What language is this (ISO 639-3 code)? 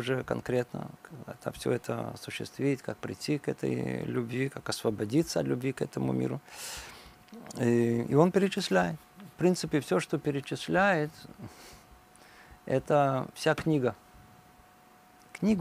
rus